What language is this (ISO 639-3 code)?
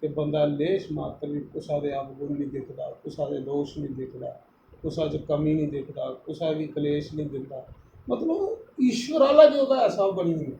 doi